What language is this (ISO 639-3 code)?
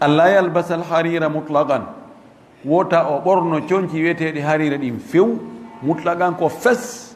ful